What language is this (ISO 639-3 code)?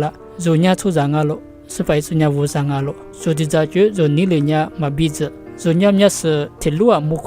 lis